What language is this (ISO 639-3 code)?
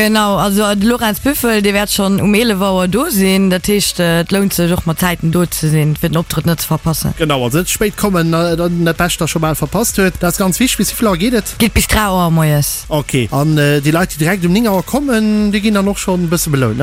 ltz